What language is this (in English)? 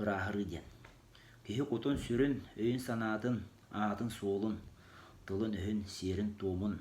Yakut